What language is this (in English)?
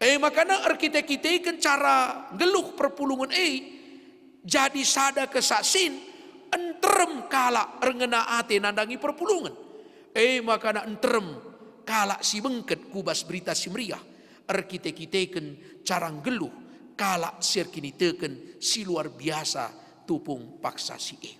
Batak Karo